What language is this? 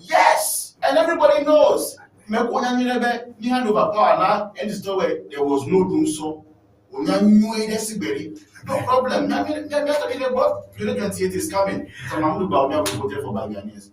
Ewe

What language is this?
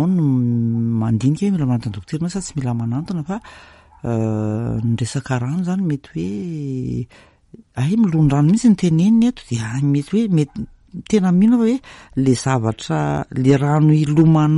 Malagasy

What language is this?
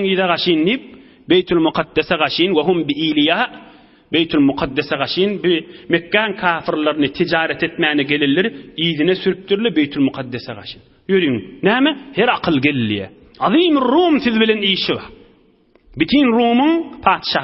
Turkmen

